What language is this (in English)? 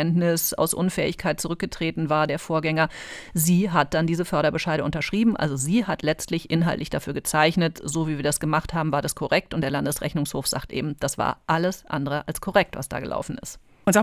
German